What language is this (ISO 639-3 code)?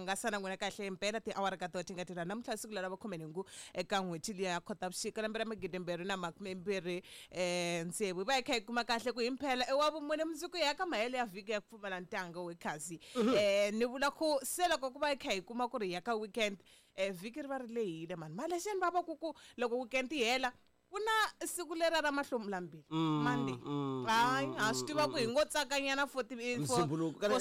tso